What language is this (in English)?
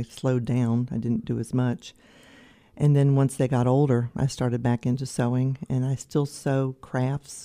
English